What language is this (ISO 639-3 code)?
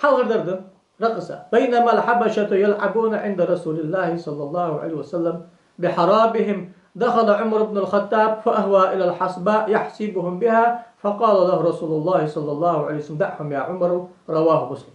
inh